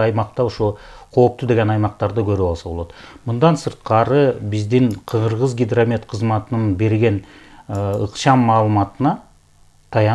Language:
Kyrgyz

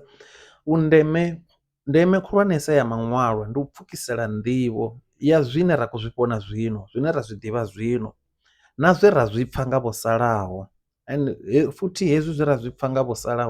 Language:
Venda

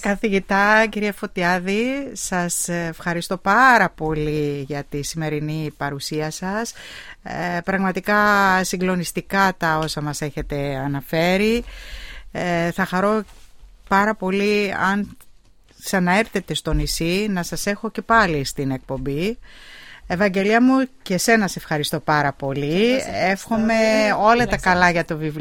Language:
Greek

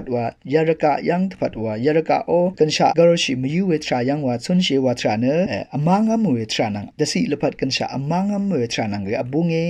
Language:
Rawang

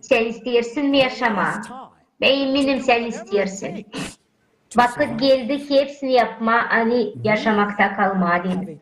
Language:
Gagauz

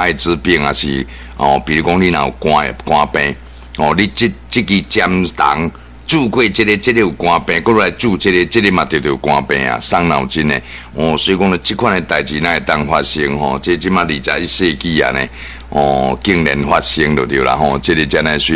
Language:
Min Nan Chinese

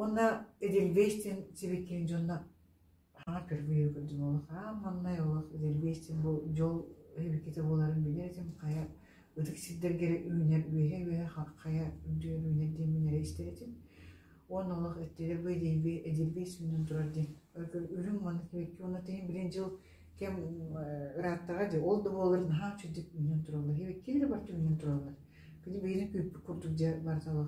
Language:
Yakut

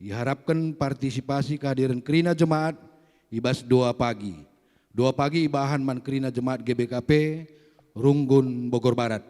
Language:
Batak Karo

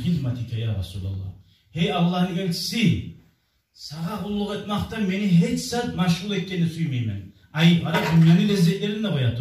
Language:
Kumyk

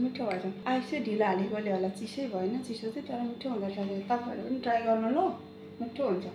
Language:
Nepali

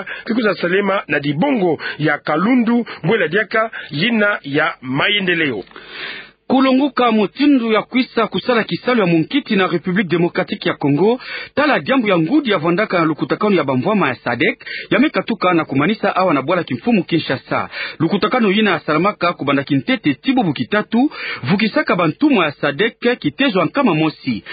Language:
Kituba (Democratic Republic of Congo)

